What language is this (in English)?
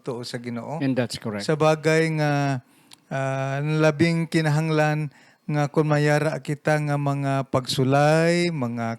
Hiligaynon